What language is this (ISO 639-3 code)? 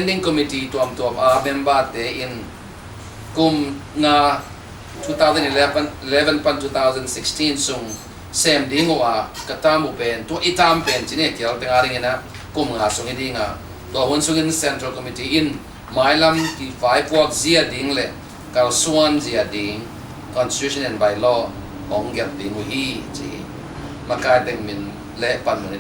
ctd